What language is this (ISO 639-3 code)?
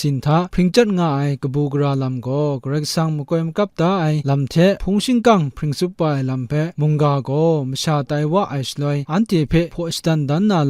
kac